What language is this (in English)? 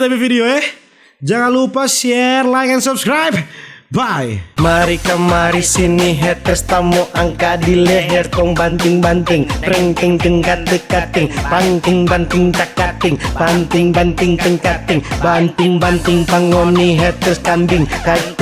Manado Malay